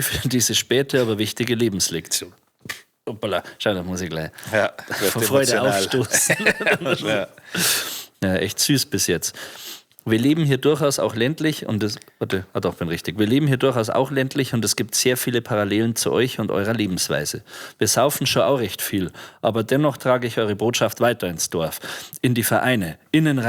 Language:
Bavarian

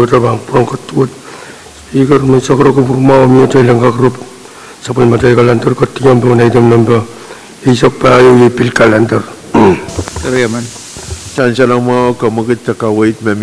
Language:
Pohnpeian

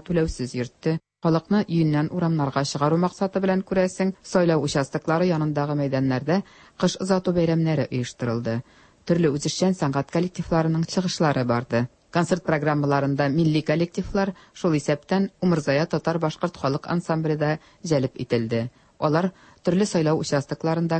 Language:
Tatar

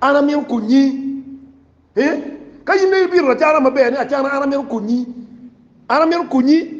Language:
Acoli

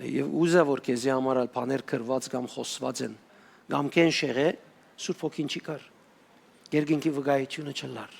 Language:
Western Armenian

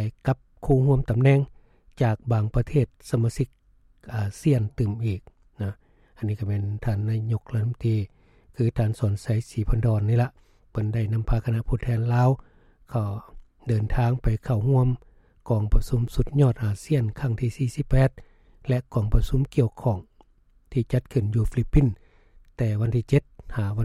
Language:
Lao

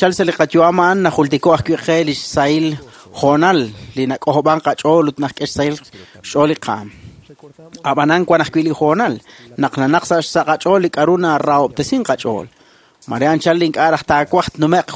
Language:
Kekchí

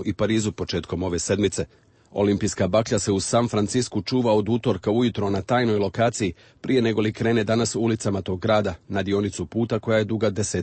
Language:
Serbian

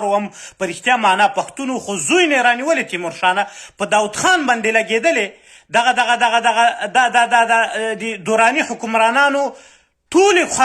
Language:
Pashto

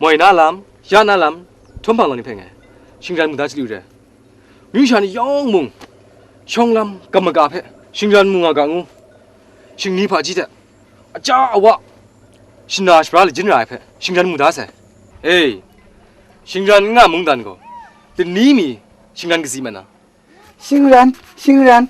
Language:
Kachin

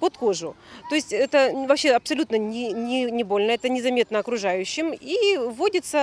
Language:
Crimean Tatar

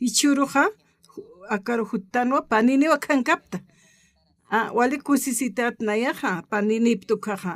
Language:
Aymara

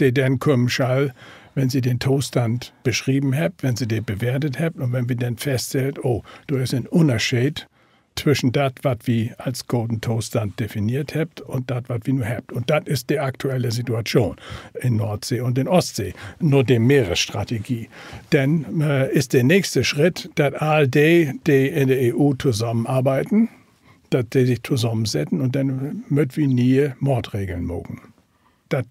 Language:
Low German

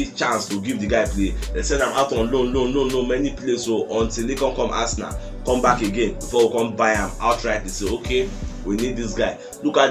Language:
Nigerian Pidgin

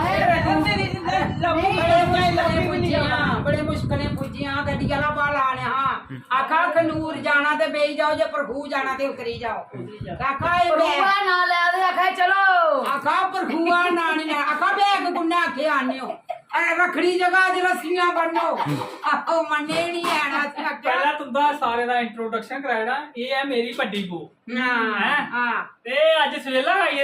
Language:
Dogri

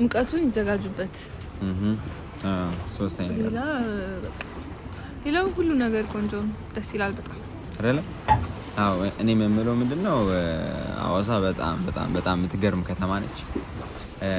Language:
Amharic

